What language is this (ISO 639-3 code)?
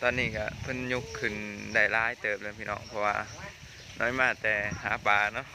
lao